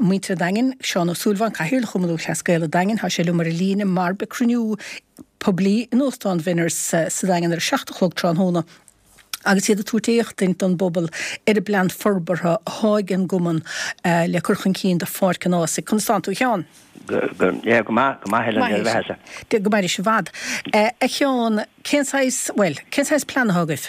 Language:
Irish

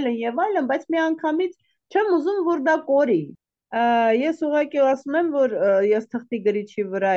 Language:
Armenian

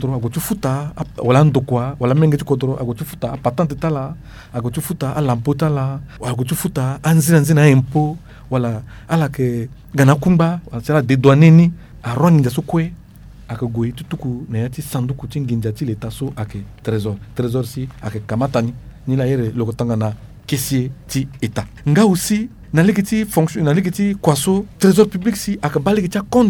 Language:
Sango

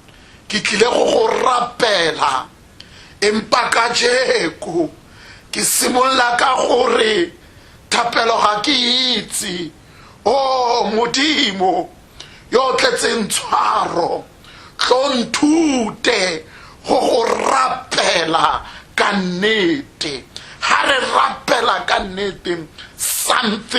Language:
Tswana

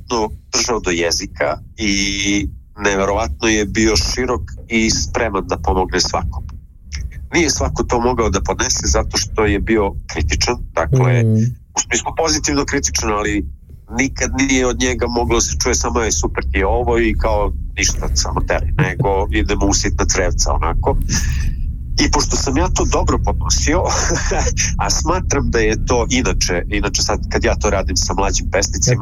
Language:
Serbian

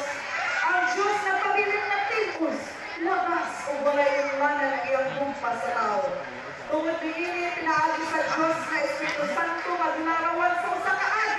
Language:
Cebuano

